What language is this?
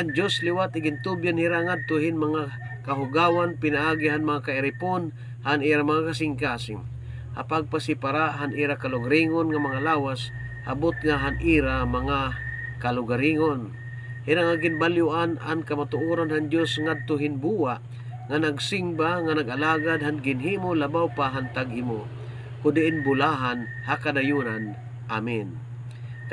Waray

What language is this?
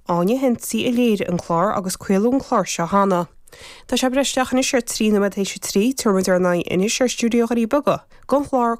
Irish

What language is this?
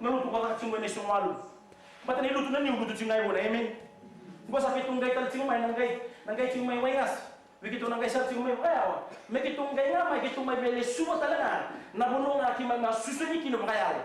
Fijian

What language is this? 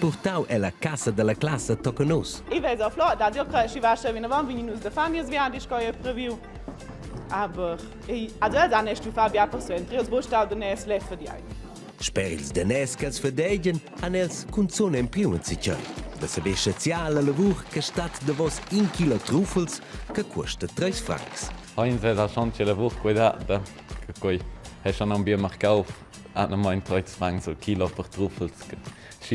Romansh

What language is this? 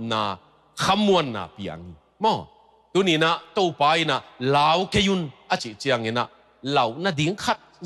Tedim Chin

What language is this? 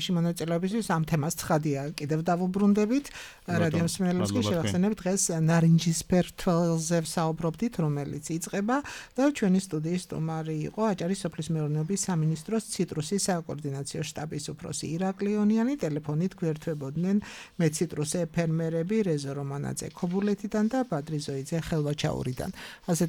Georgian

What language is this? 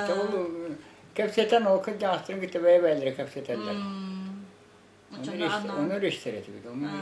Yakut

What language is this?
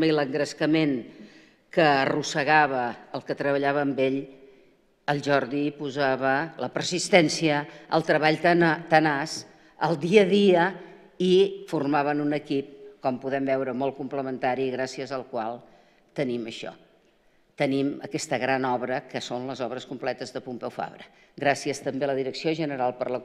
Catalan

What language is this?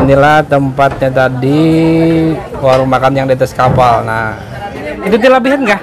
Banjar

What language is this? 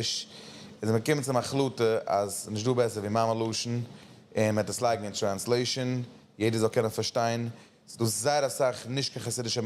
Yiddish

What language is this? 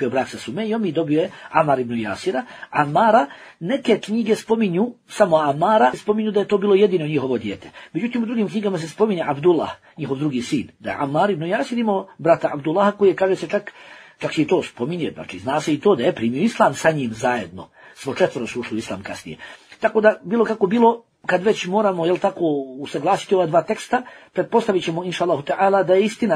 Bosnian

